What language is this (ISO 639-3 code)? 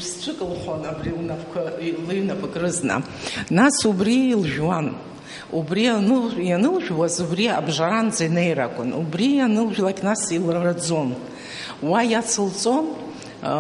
abk